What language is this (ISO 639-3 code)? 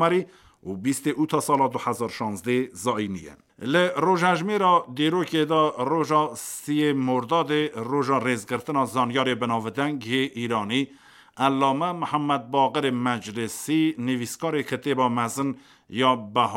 kur